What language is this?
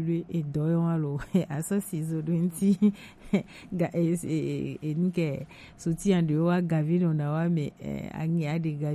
Gen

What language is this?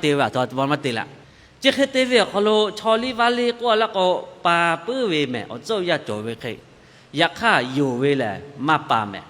Lahu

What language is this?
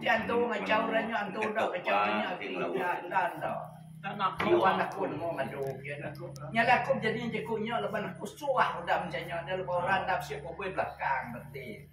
Iban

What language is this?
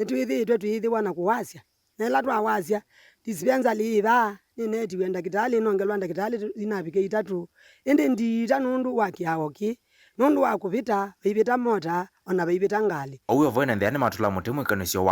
Kamba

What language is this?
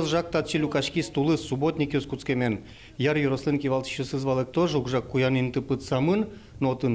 Udmurt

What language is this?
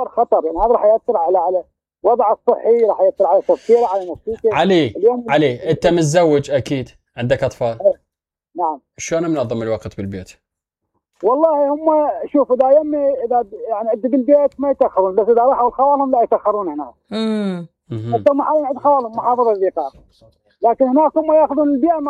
Mesopotamian Arabic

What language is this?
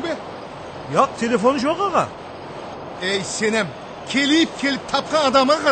Kara-Kalpak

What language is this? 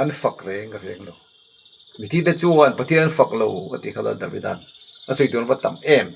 Mizo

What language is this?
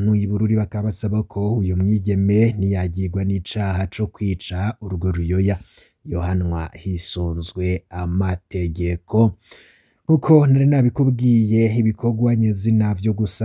Rundi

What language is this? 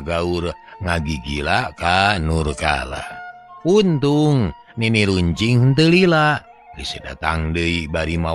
Sundanese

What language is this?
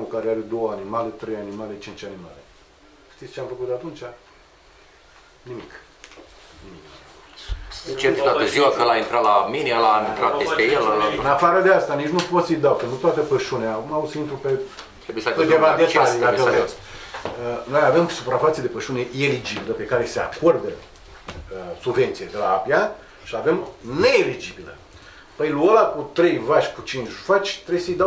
Romanian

